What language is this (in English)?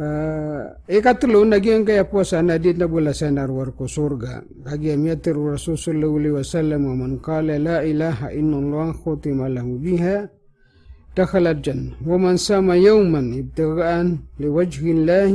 Maranao